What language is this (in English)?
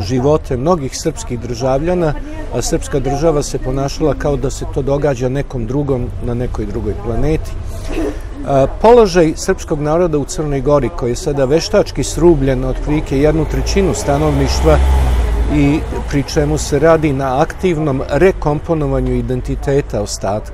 Serbian